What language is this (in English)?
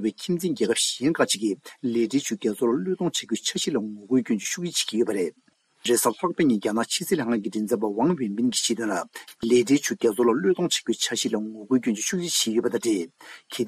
Tibetan